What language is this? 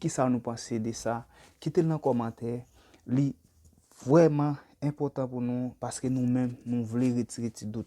Haitian Creole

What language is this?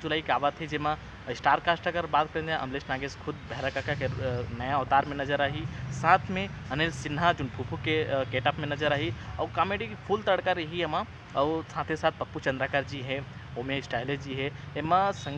Chhattisgarhi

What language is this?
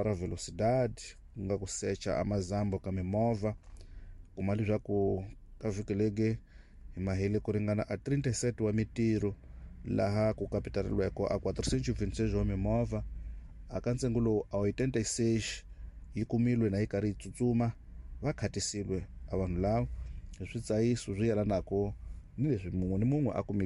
Tsonga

